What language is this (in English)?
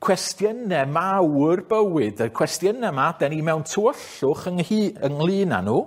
Welsh